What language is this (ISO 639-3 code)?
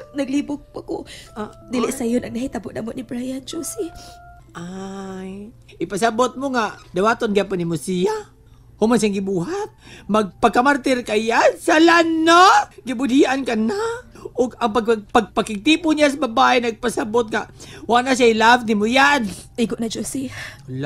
ceb